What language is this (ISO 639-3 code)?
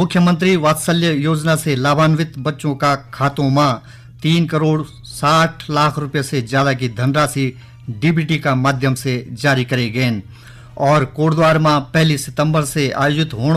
gbm